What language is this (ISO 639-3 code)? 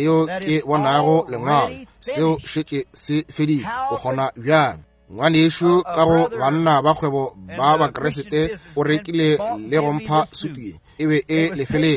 nso